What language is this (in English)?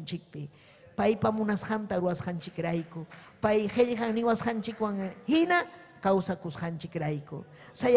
Ayacucho Quechua